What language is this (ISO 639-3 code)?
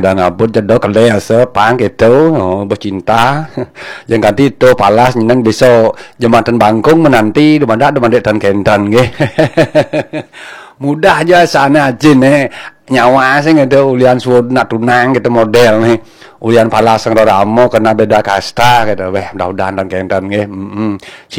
ban